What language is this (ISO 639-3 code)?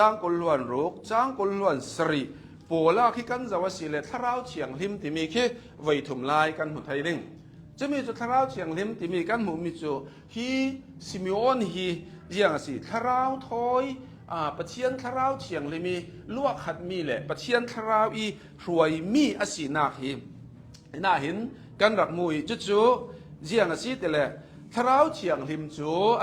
cnh